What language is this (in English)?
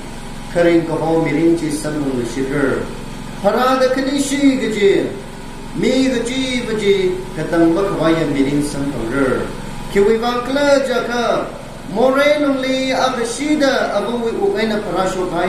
Tangkhul Naga (India)